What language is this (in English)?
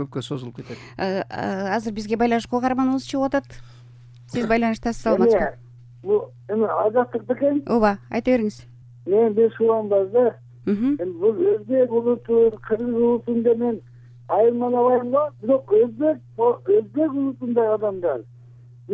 Kyrgyz